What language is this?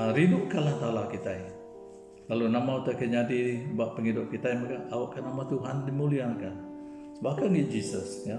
Iban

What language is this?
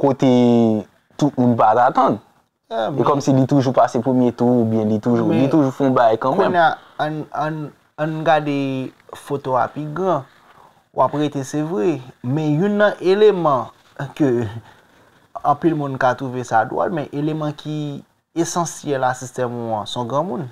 Haitian Creole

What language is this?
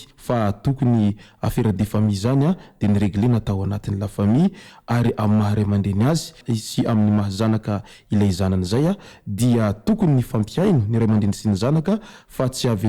Malagasy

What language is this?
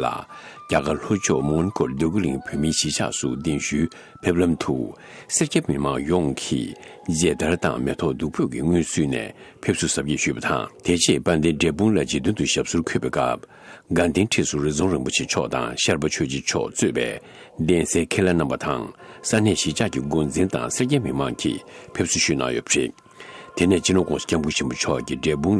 Tibetan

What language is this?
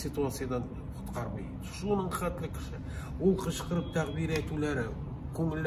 Tatar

